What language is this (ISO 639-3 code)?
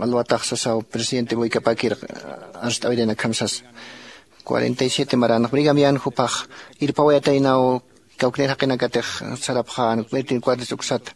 aym